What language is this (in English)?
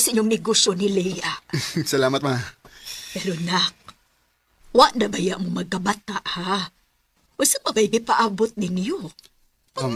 Cebuano